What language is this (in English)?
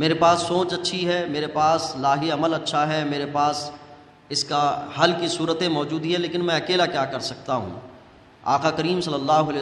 Urdu